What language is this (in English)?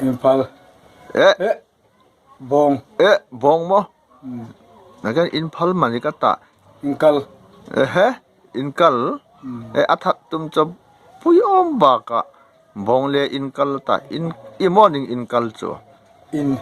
Hmar